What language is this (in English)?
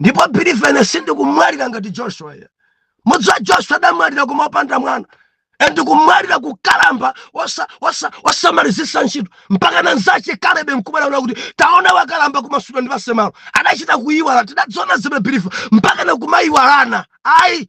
Nyanja